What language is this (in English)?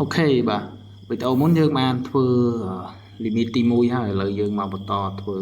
Khmer